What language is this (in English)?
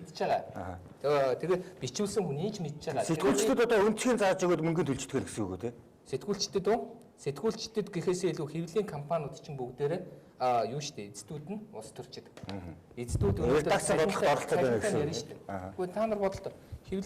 Mongolian